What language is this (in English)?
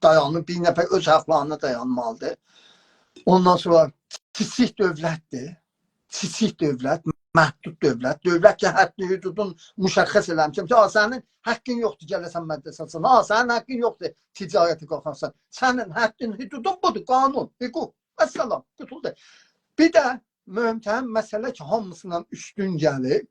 South Azerbaijani